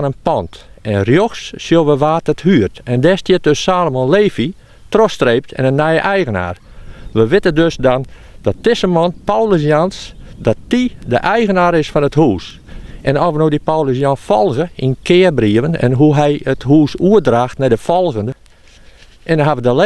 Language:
Western Frisian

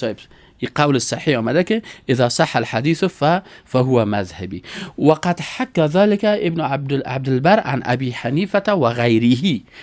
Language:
Persian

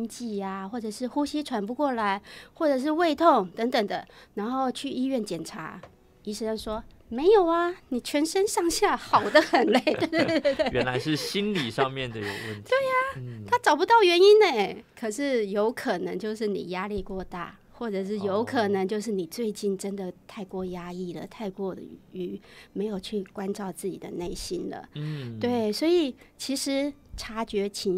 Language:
Chinese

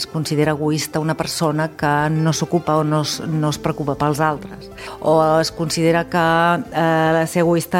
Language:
Catalan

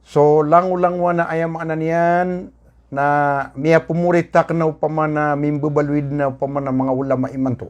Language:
Maranao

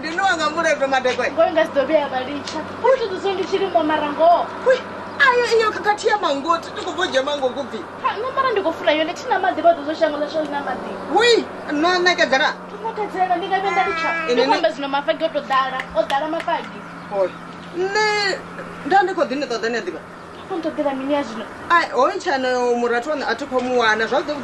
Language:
Venda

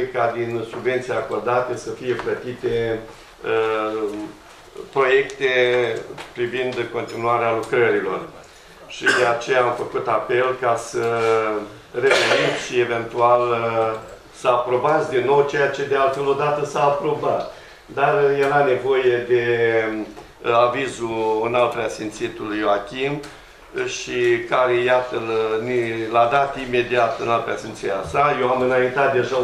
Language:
Romanian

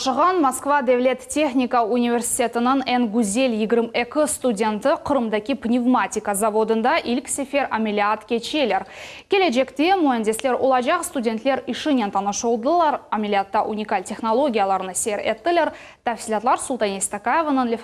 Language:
Crimean Tatar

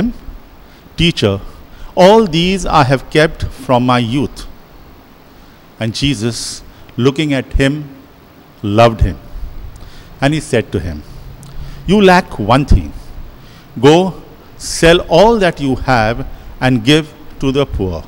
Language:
English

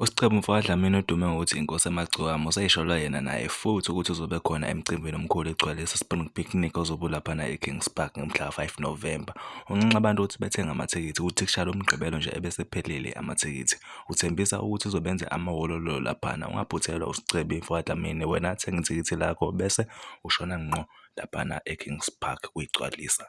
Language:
Zulu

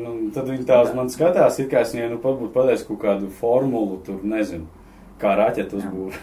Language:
Latvian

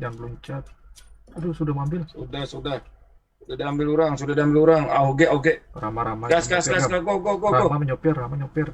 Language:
Banjar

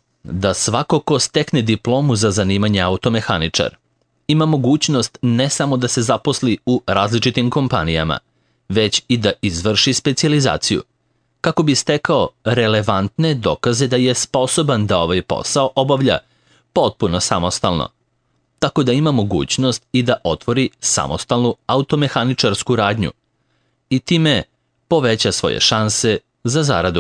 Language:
Serbian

